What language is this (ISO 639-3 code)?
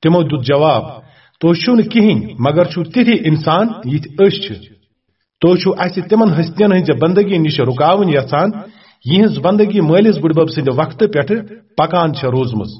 kas